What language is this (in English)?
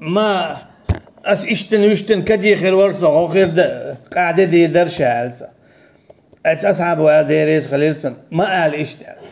Chechen